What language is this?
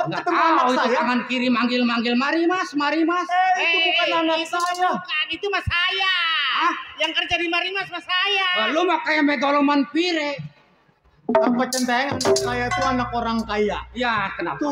Betawi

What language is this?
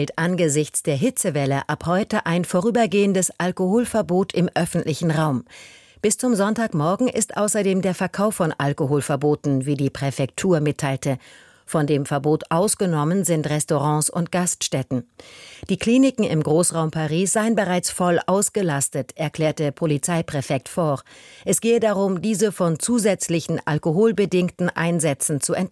German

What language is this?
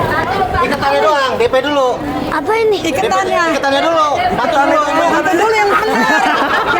Betawi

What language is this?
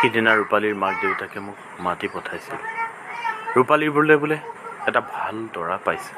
Assamese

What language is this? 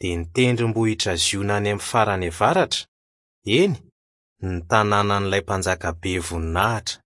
Malagasy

